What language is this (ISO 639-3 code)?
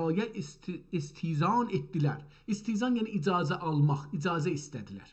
azb